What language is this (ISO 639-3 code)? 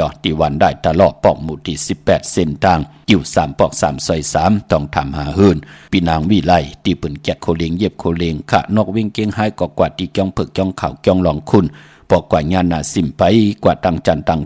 shn